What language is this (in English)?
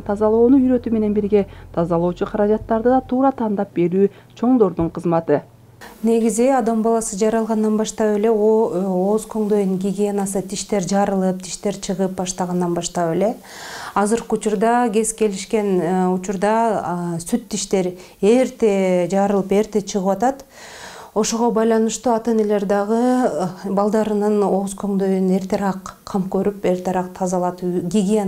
Kyrgyz